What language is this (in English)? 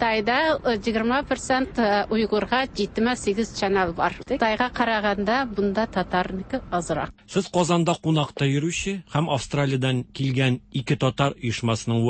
Tatar